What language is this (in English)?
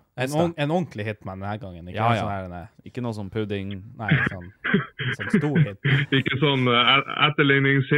Norwegian